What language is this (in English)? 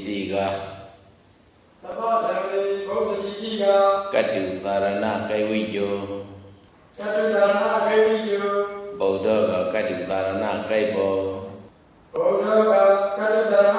Burmese